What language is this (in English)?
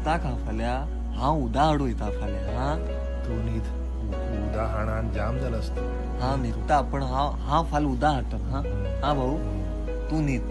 Konkani